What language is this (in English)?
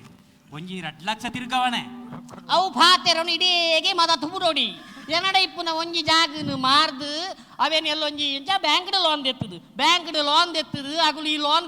Tulu